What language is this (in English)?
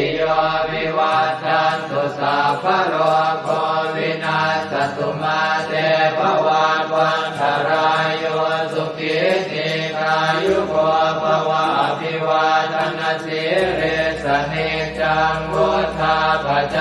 Pali